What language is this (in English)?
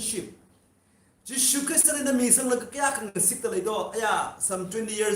Tangkhul Naga (India)